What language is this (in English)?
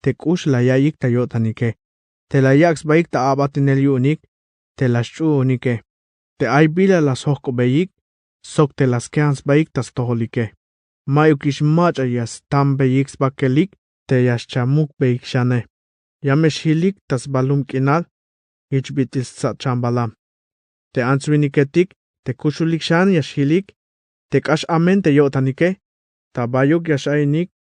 Tzeltal